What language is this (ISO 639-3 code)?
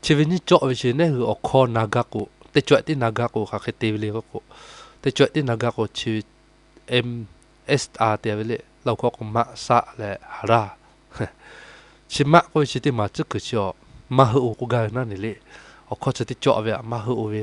lhu